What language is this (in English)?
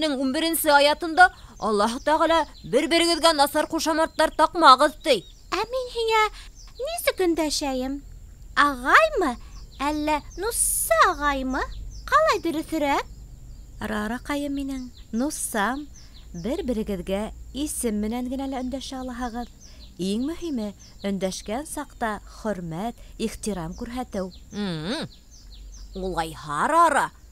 Bashkir